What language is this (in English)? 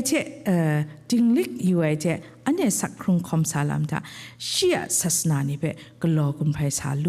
Kachin